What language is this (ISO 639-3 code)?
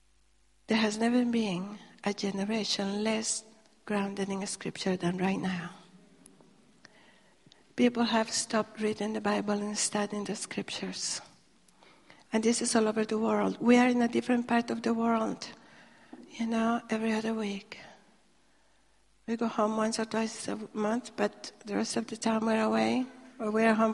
eng